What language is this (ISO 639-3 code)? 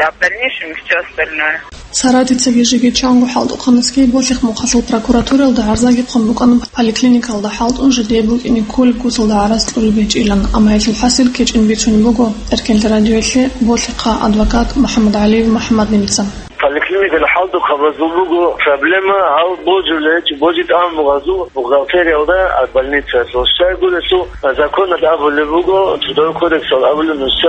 ava